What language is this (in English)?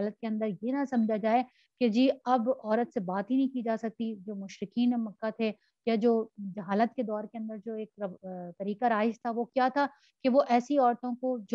Urdu